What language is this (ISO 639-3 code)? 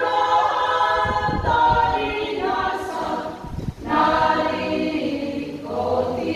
bbc